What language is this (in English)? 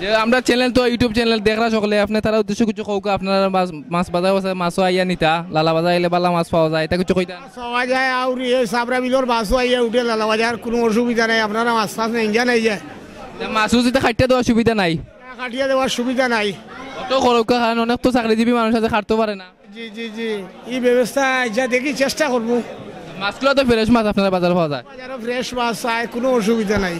Sylheti